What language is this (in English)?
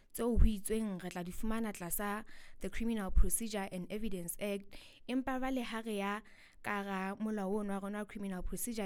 Southern Sotho